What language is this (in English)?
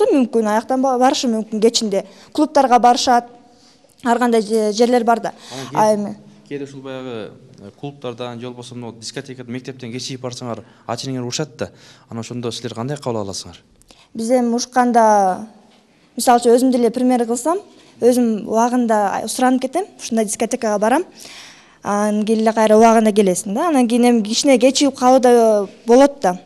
Kyrgyz